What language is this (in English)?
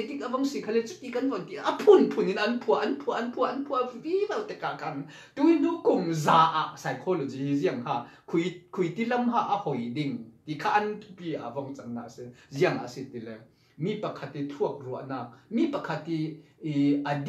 Falam Chin